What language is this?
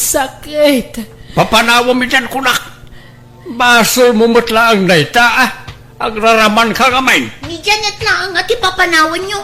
Iloko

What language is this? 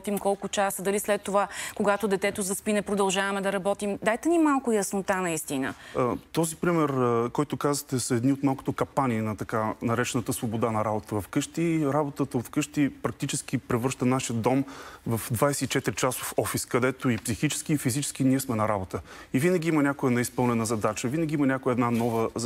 Bulgarian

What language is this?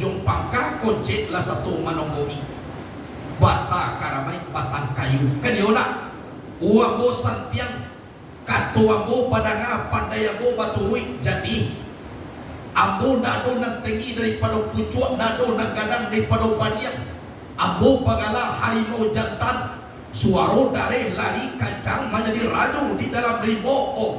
Minangkabau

